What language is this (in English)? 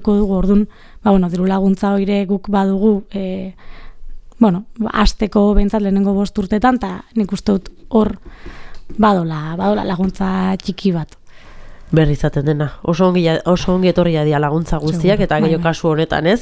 Basque